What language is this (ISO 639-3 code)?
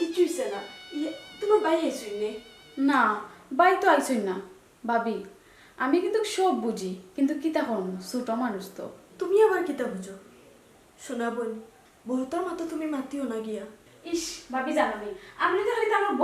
syl